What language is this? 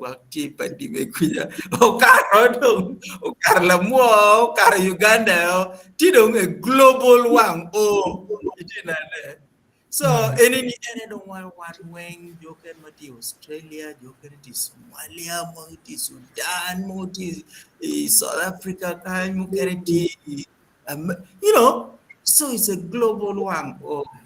Acoli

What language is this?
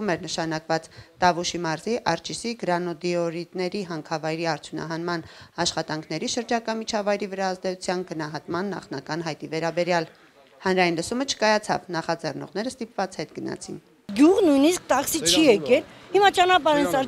Armenian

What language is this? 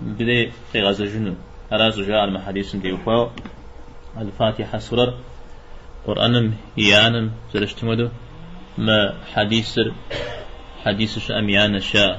Kabardian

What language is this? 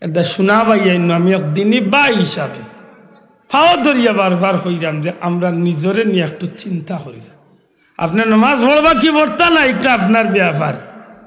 Sylheti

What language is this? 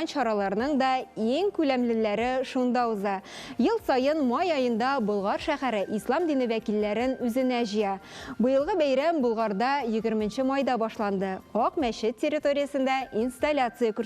Tatar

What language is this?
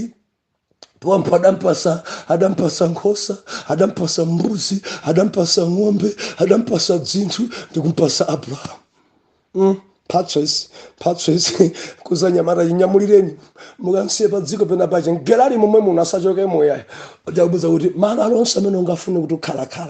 Nyanja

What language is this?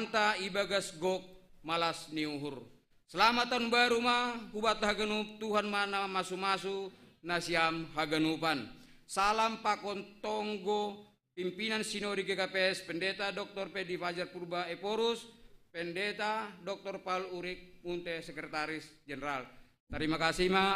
Batak Simalungun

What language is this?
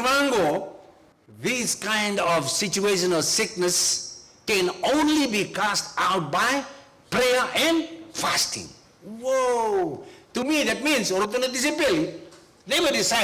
Fijian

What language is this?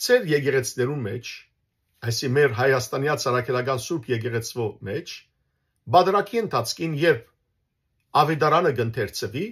Western Armenian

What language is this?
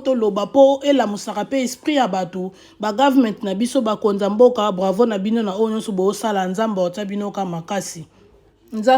Lingala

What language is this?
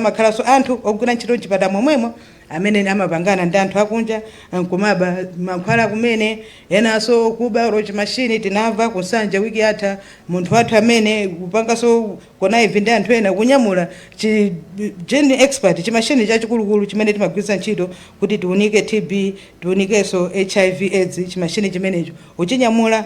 Nyanja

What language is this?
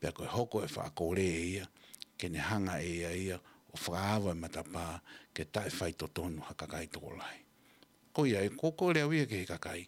Tongan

